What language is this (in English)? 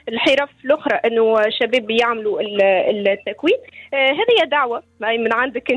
Tunisian Arabic